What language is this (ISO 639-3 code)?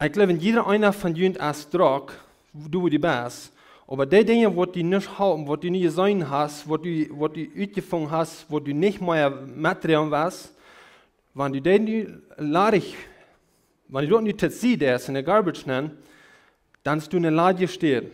pdt